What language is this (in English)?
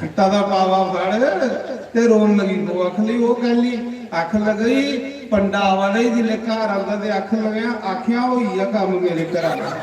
Dogri